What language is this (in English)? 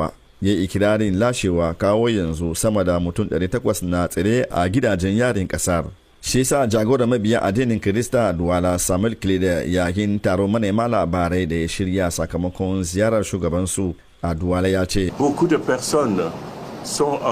Hausa